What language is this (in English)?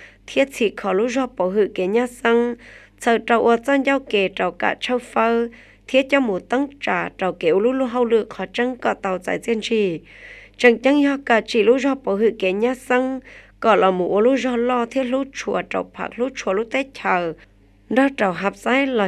Hmong